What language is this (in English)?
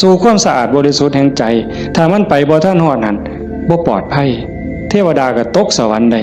Northeastern Thai